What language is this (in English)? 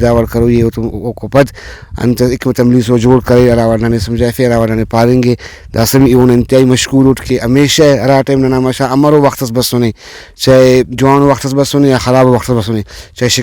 Brahui